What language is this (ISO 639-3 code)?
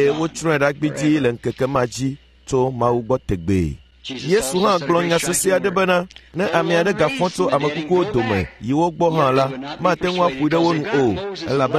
ewe